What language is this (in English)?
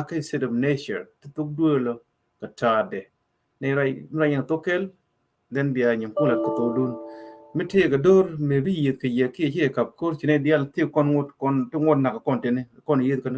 Nuer